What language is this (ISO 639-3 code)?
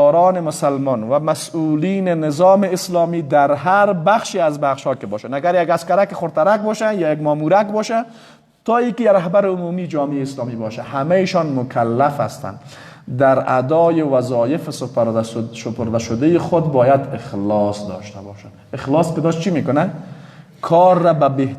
fas